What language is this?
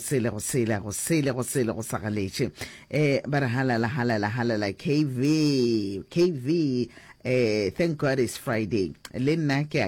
Northern Sotho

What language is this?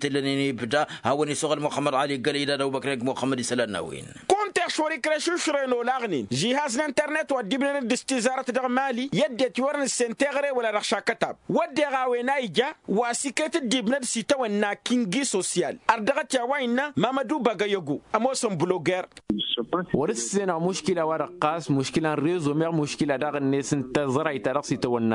Tamasheq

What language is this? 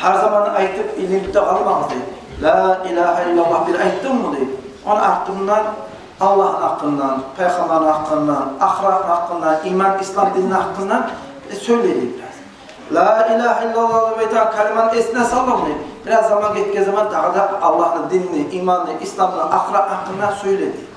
Kumyk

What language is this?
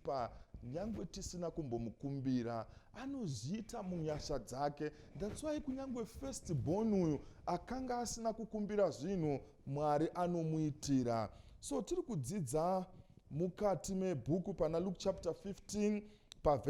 Shona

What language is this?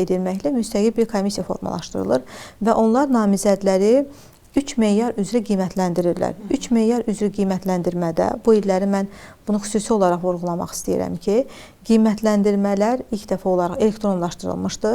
Azerbaijani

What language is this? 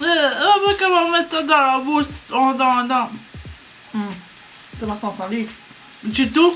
Morisyen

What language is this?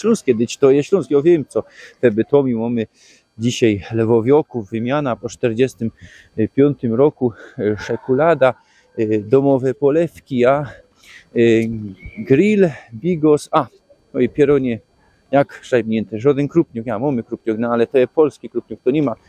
Silesian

